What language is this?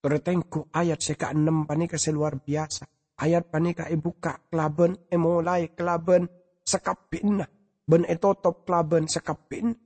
Madurese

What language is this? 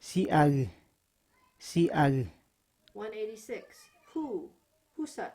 Kamasau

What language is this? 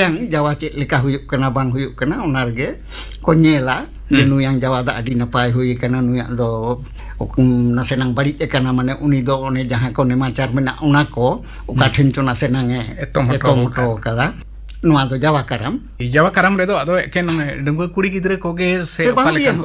Santali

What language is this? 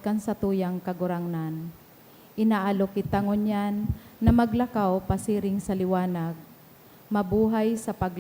Bikol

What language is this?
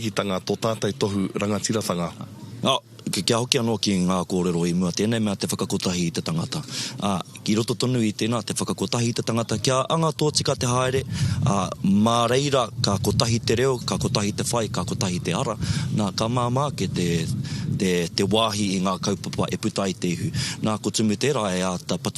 Māori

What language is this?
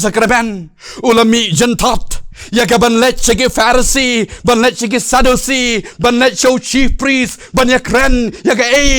Khasi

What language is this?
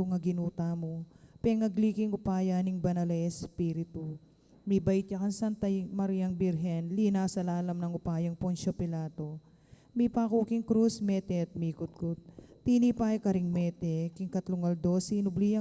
Pampanga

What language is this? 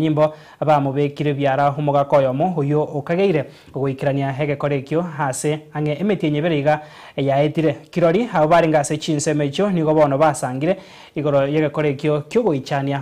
Gusii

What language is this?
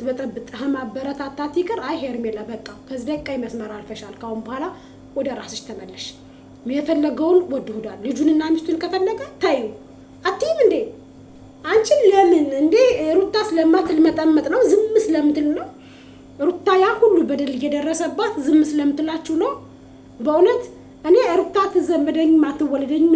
Amharic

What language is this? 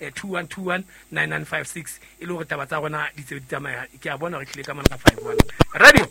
Southern Sotho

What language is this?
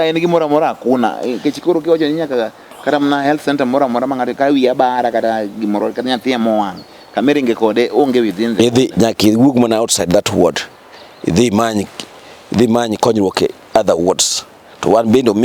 Luo (Kenya and Tanzania)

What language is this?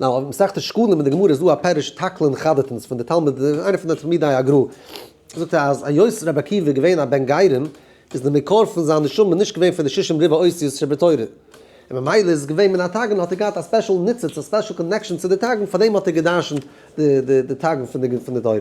Yiddish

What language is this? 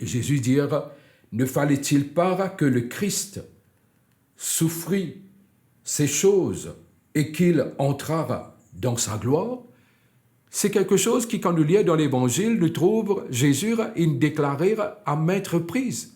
Morisyen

